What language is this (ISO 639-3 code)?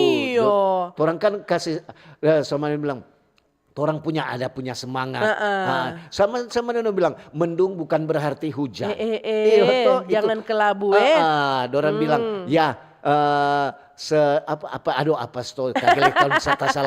xmm